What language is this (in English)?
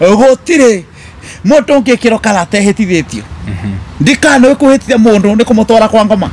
Kikuyu